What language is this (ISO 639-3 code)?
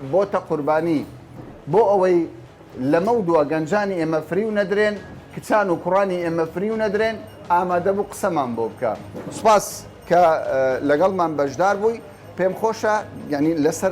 ckb